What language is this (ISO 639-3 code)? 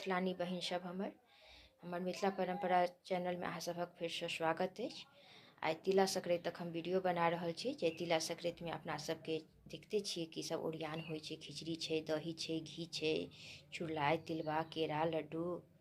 mai